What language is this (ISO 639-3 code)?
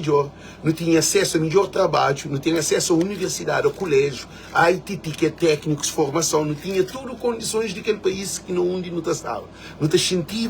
kea